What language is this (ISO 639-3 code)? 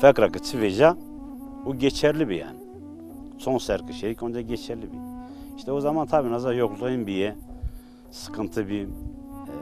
zza